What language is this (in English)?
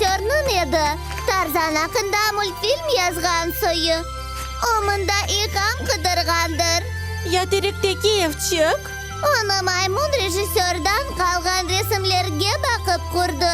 Crimean Tatar